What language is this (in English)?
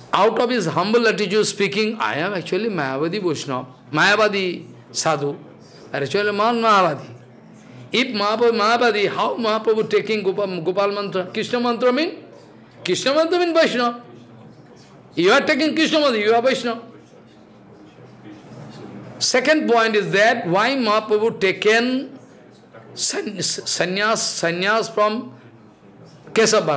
English